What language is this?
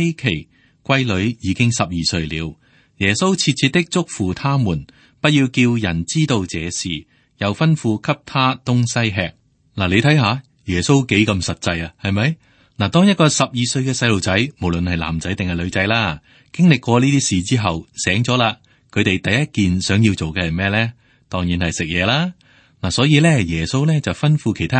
Cantonese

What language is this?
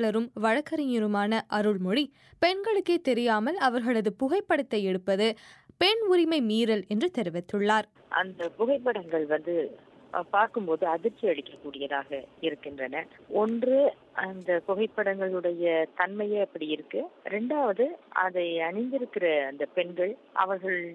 Tamil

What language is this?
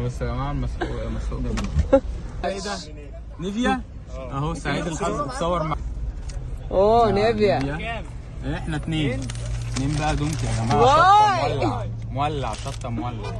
Egyptian Arabic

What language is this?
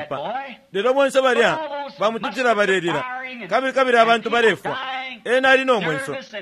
Bemba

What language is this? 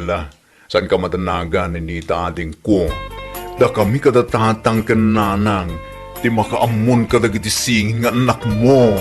Iloko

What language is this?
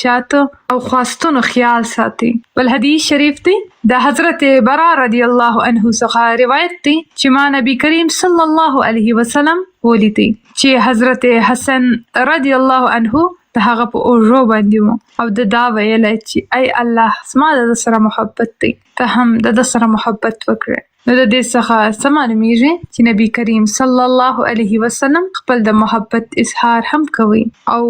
Pashto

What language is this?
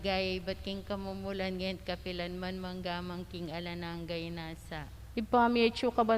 Pampanga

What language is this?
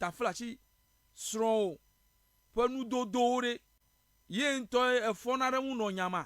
Ewe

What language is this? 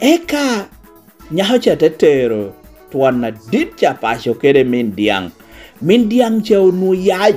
Lango (Uganda)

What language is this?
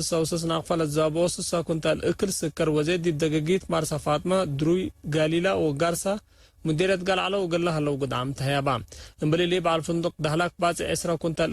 Tigre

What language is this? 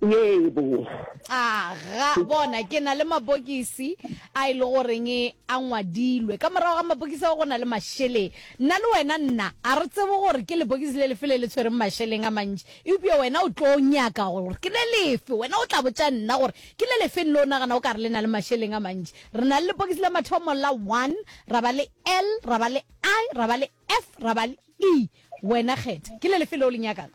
Northern Sotho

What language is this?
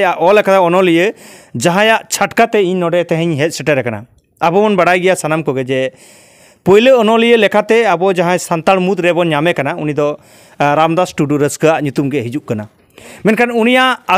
Santali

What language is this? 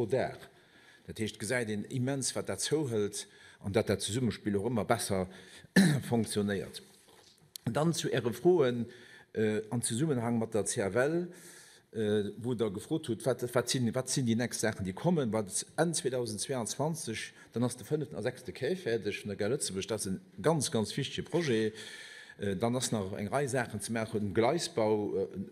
Luxembourgish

